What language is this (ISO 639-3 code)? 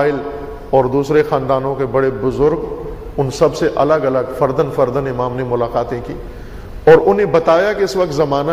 urd